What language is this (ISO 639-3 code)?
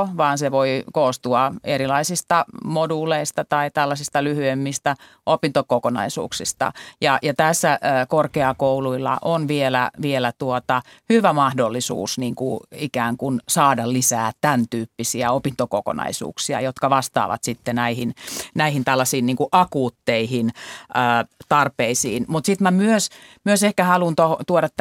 fin